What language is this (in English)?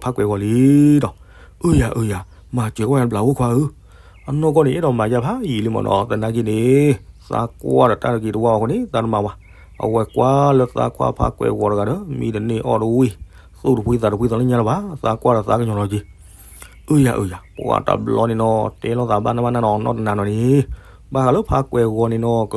S'gaw Karen